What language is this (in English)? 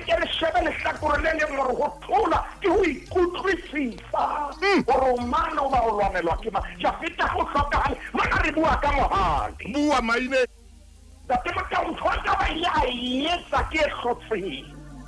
Southern Sotho